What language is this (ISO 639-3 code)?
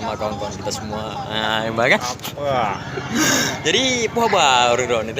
ace